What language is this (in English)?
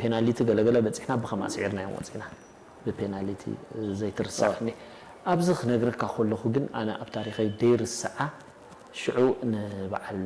Tigrinya